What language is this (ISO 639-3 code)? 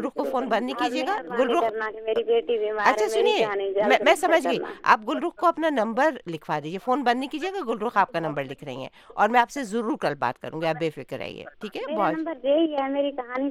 urd